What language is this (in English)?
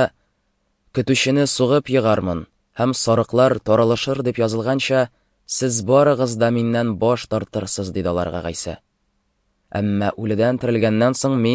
Tatar